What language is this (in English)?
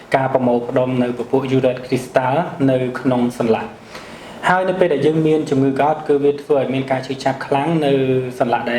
Khmer